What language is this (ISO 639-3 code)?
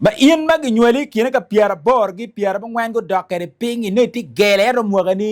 ach